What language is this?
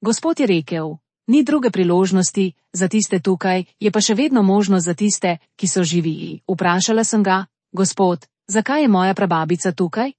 Slovenian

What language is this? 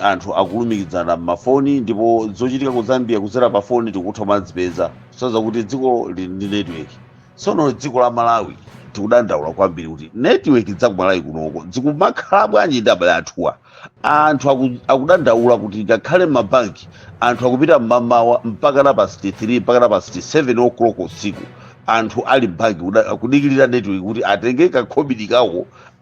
Nyanja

